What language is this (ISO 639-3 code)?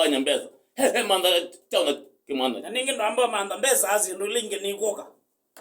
kam